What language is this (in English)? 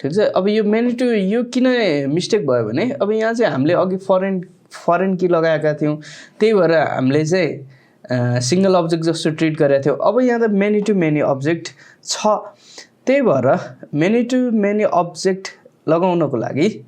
Nepali